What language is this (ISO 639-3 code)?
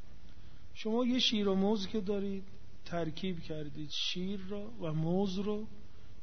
fas